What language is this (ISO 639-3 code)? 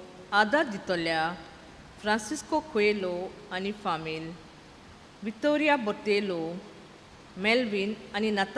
kok